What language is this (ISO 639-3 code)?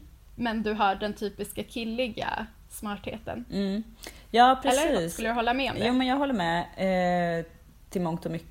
swe